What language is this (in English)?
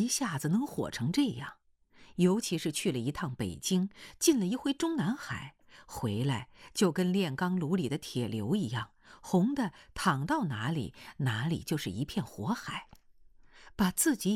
Chinese